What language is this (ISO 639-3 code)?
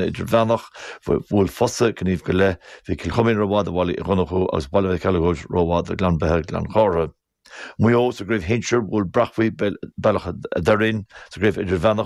gle